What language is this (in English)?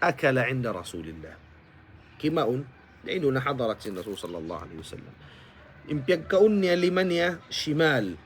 Tausug